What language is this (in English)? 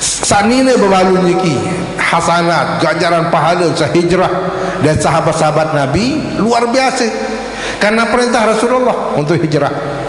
Sasak